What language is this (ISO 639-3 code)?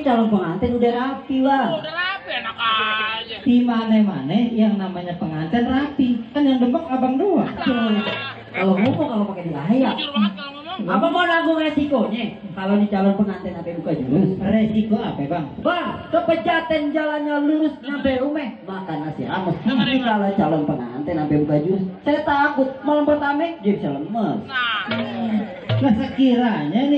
bew